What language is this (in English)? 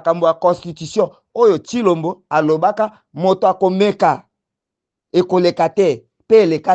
Lingala